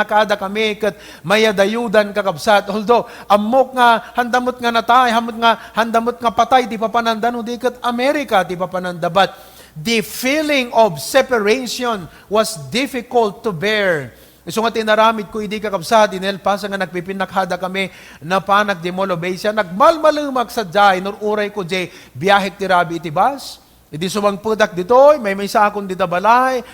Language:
Iloko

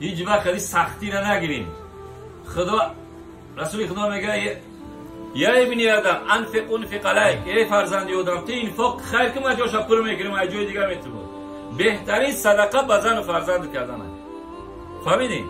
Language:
Tajik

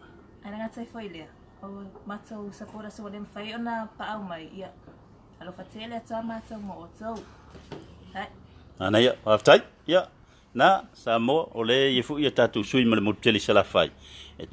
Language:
Samoan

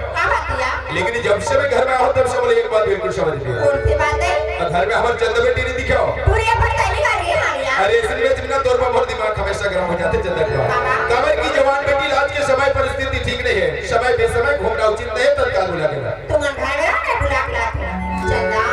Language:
Chhattisgarhi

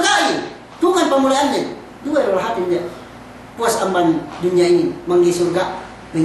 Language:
Yakan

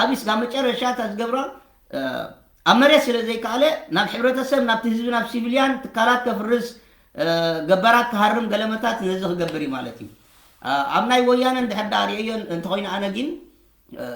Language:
Tigrinya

